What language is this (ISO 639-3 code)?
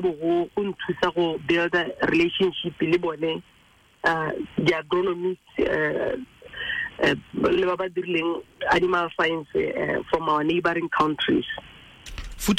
tsn